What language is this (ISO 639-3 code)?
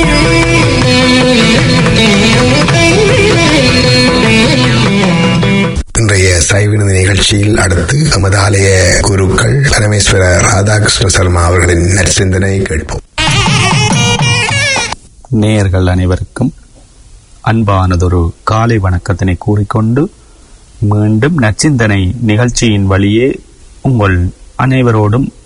tam